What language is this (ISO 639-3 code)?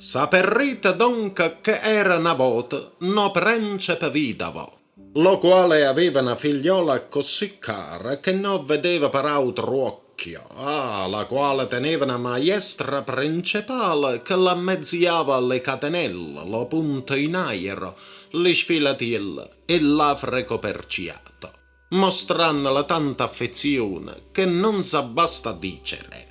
nap